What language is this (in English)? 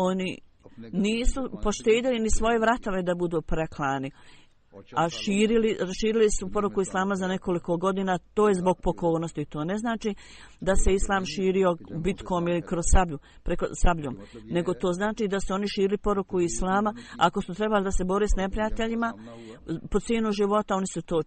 Bosnian